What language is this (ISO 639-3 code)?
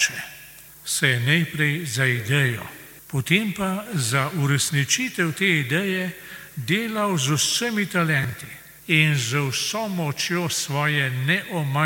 slv